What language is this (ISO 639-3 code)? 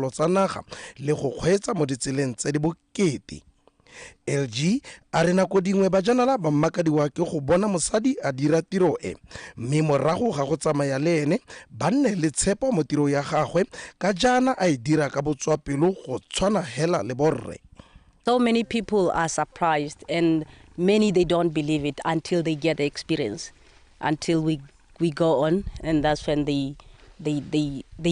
tsn